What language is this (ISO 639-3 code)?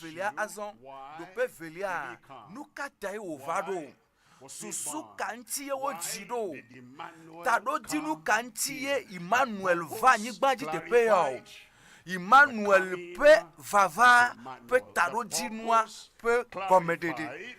ewe